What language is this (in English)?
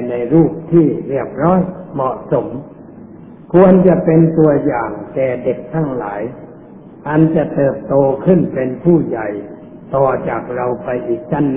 Thai